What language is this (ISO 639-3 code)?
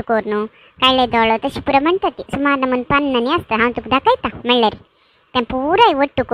kok